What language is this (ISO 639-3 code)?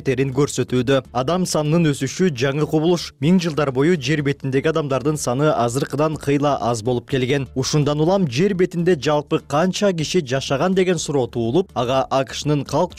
kir